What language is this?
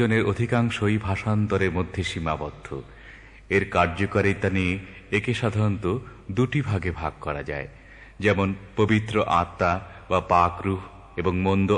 Bangla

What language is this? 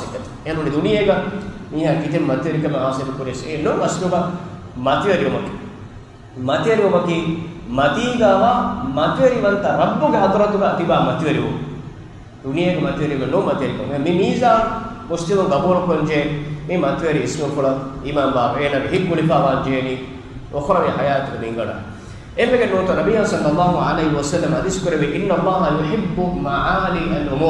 Divehi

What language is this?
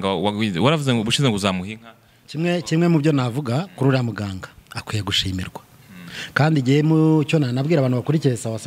Kinyarwanda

